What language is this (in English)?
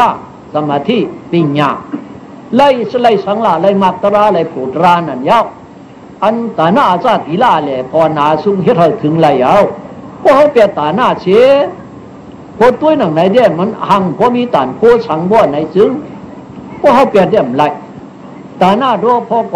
Shan